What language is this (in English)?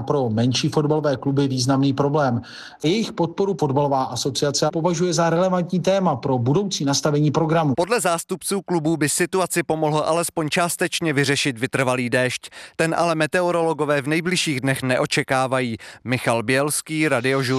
Czech